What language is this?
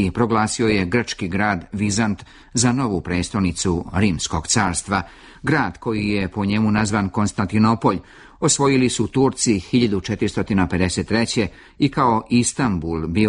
Serbian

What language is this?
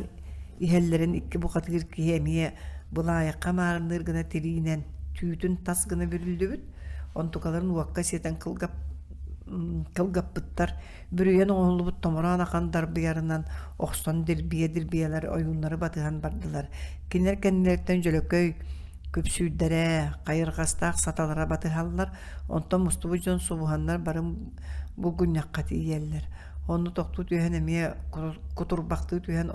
Yakut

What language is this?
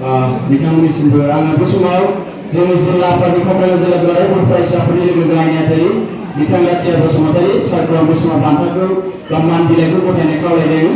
Bodo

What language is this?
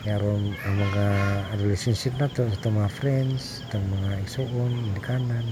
Cebuano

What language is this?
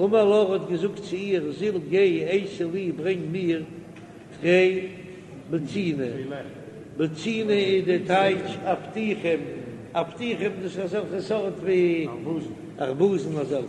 Yiddish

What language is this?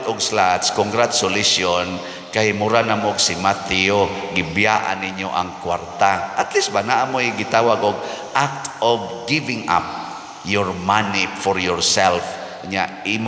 Cebuano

